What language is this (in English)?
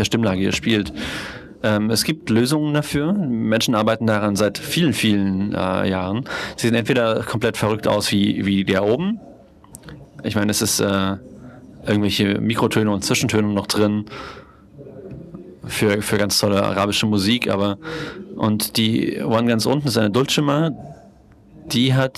German